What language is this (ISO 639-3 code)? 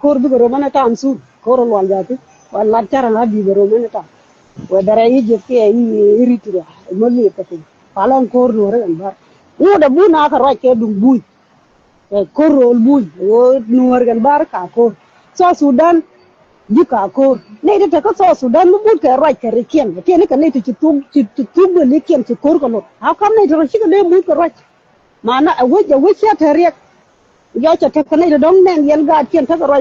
nus